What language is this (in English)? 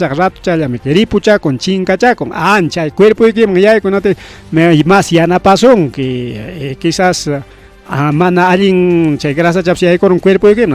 Ayacucho Quechua